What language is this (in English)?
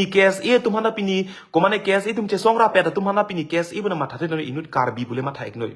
Karbi